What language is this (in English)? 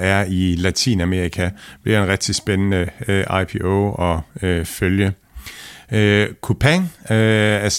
Danish